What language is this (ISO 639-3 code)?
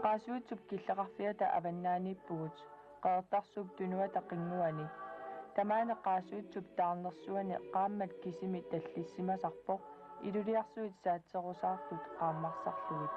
kal